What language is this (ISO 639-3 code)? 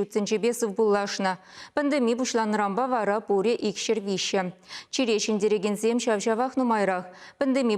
chv